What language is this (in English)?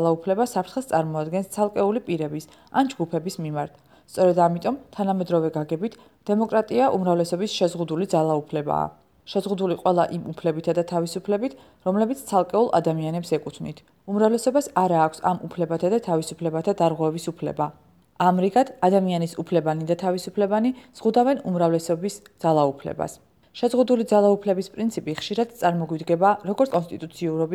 Georgian